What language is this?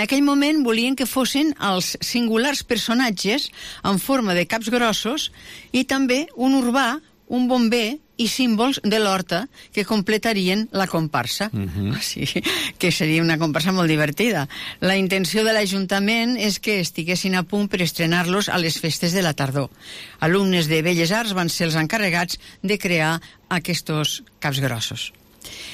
Catalan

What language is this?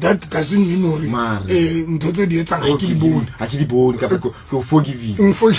Southern Sotho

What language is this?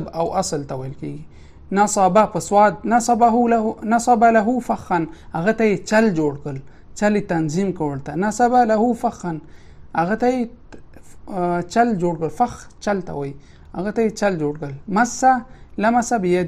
Pashto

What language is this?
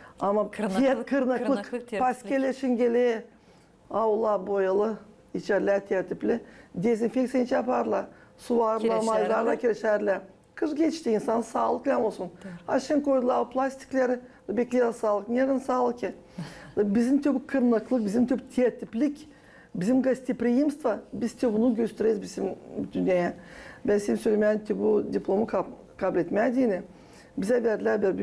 Gagauz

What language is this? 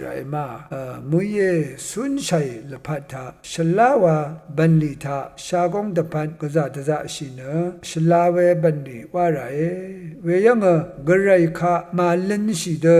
Rawang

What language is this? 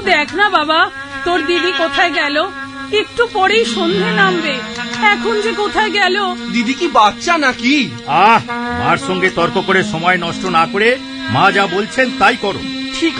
Bangla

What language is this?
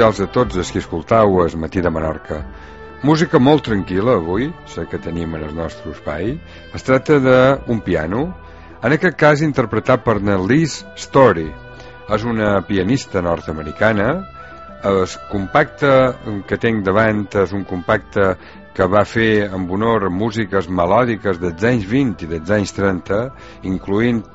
Catalan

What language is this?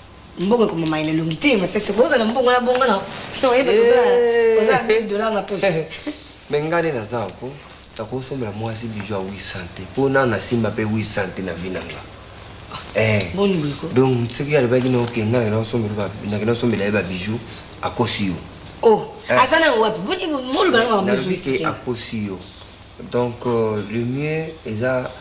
Lingala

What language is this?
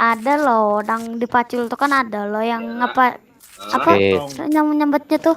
Banjar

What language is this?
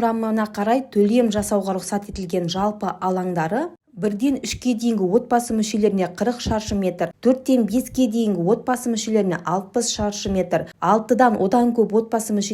Kazakh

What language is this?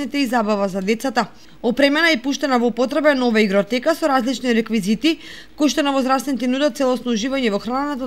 Macedonian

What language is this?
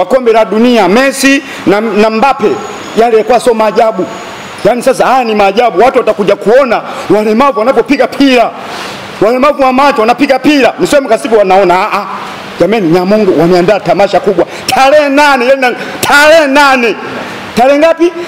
Swahili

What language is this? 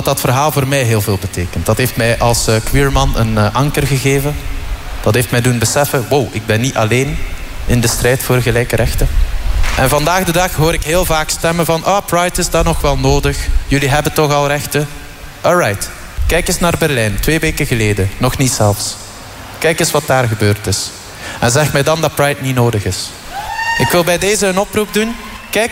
Dutch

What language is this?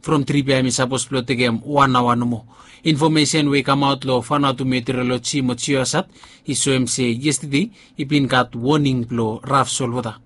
Bislama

